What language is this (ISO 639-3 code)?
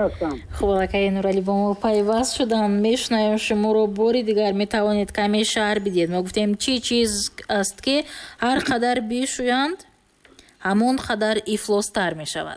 tgk